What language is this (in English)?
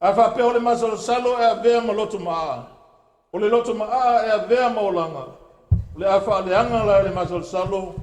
Samoan